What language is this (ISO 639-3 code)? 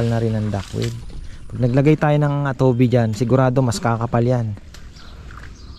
fil